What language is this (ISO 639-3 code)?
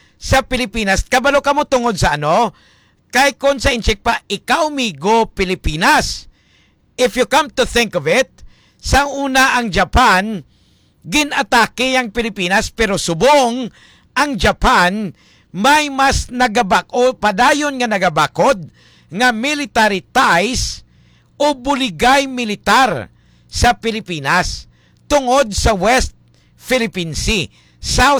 hil